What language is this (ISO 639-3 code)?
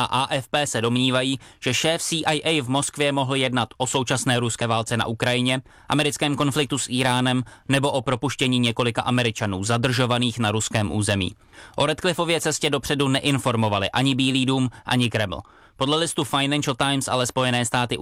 ces